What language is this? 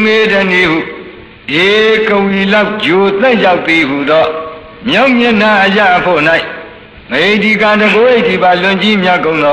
Burmese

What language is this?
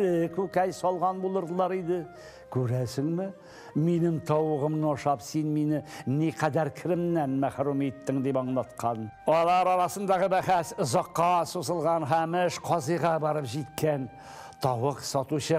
Tatar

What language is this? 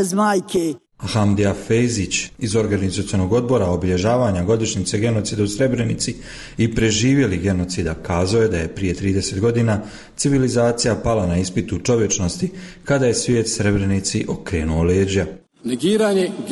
Bosnian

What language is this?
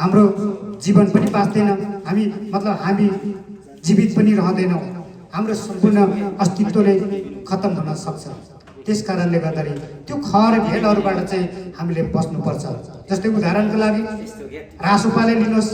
Nepali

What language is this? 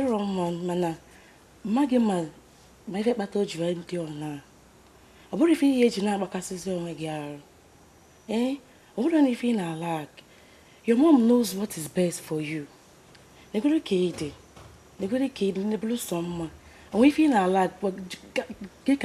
Igbo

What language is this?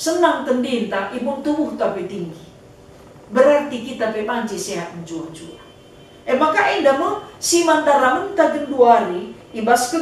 Batak Karo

